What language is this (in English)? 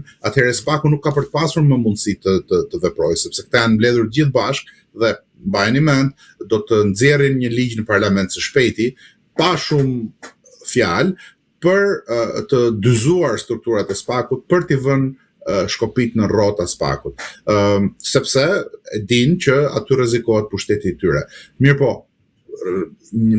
Albanian